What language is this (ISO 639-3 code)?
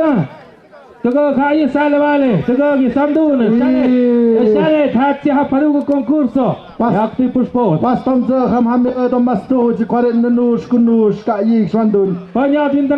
mxp